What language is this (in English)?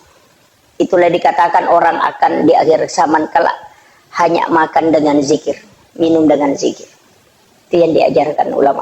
Buginese